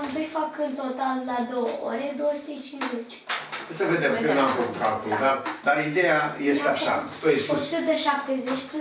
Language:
Romanian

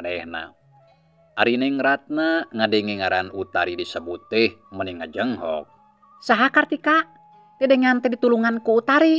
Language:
Sundanese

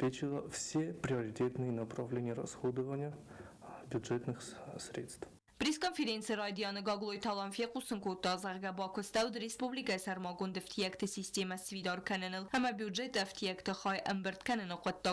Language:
Ossetic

